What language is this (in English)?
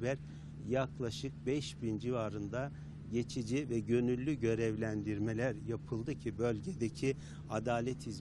Turkish